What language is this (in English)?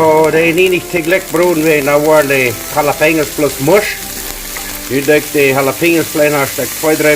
Plautdietsch